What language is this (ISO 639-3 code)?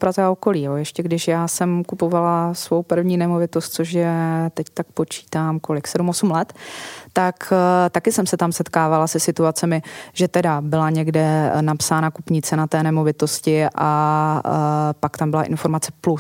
ces